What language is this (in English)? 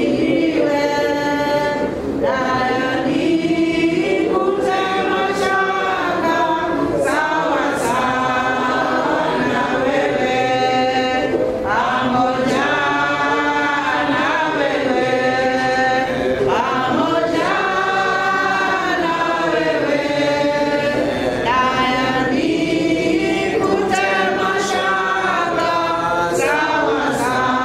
Swahili